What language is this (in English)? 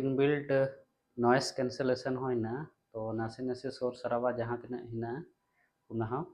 Santali